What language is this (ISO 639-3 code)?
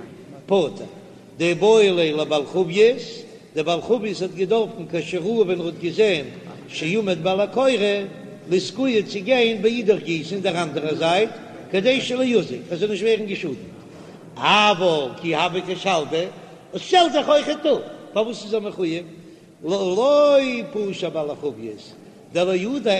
yid